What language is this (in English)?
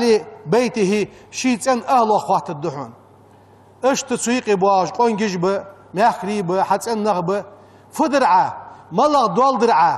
Ingush